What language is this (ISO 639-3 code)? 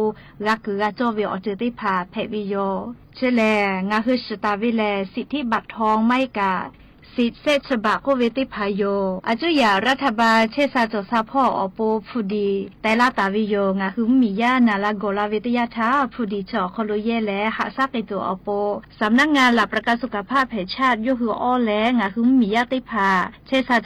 lhu